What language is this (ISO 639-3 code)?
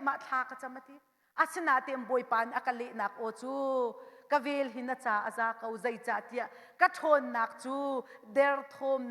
cnh